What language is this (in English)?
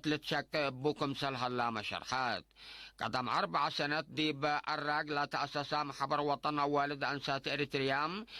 Tigre